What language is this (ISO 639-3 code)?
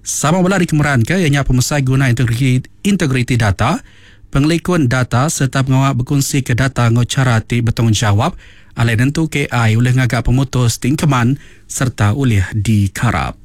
iba